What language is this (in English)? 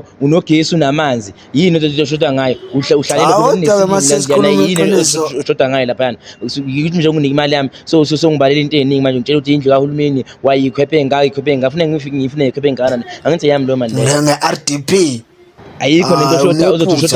Zulu